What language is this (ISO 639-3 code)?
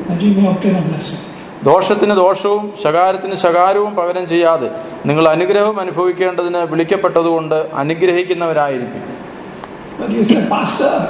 mal